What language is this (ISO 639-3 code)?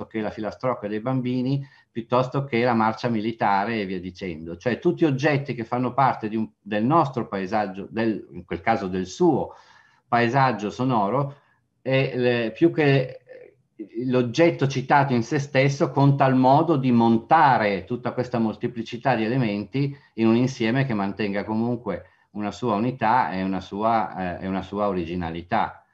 ita